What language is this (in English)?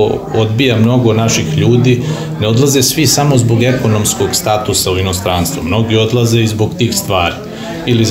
Serbian